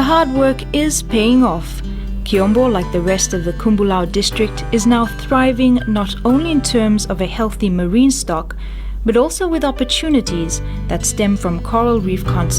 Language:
Fijian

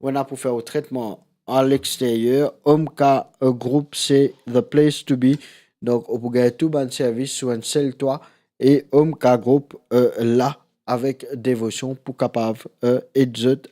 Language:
Morisyen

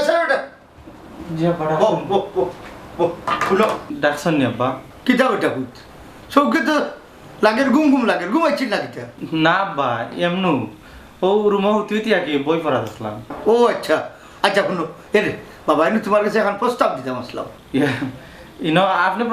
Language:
Sylheti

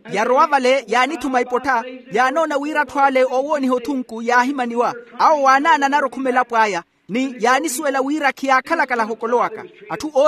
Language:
Makhuwa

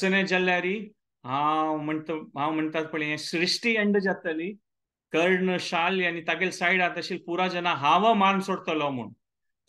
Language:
Konkani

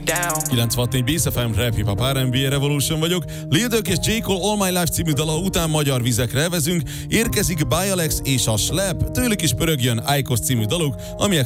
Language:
Hungarian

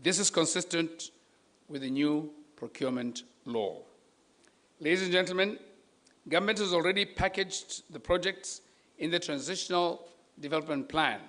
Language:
Tswana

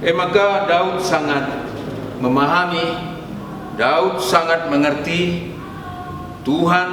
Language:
Batak Karo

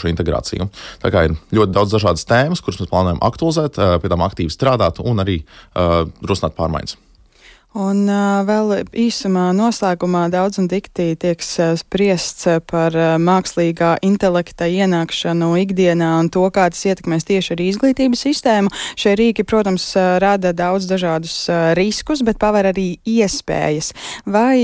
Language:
Latvian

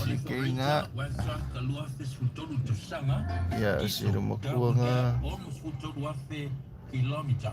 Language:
Samoan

